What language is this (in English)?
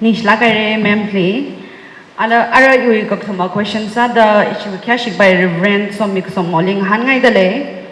Tangkhul Naga (India)